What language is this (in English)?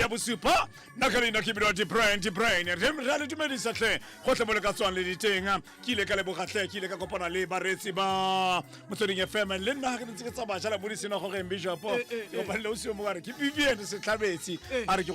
Tswana